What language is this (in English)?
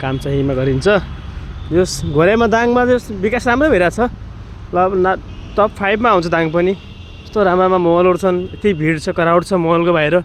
Nepali